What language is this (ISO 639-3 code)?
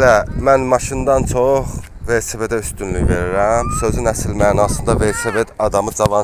aze